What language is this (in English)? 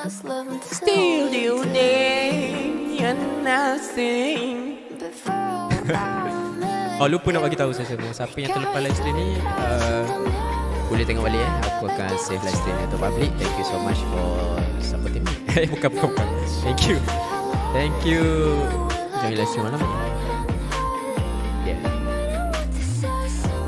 Malay